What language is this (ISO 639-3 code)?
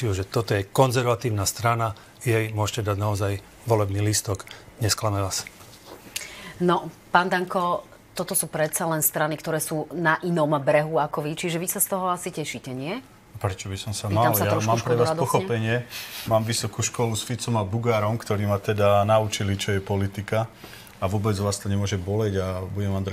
slk